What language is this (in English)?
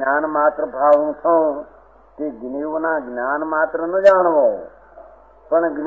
Gujarati